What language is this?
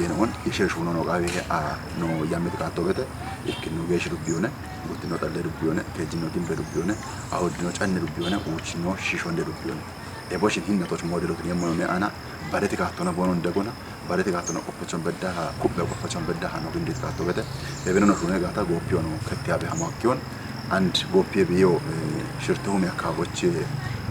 Kafa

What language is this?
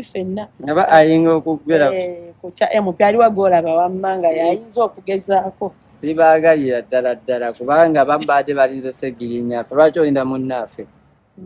Ganda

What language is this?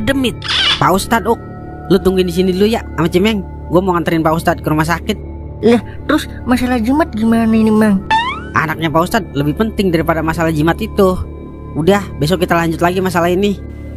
Betawi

